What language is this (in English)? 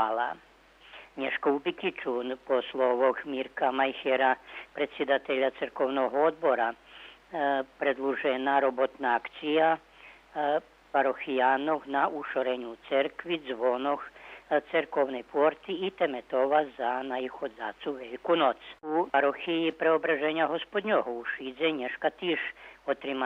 Rusyn